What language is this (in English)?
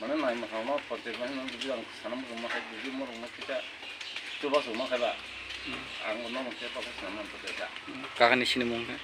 Kok Borok